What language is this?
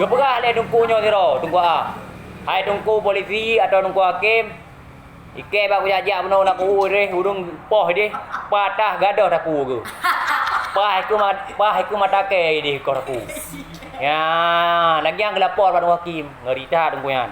Achinese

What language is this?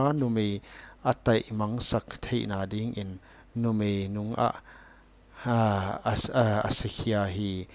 Paite Chin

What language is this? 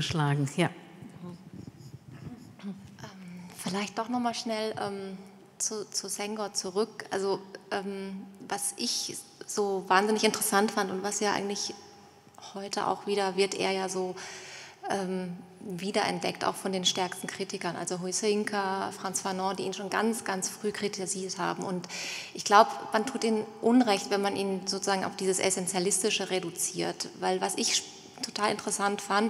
German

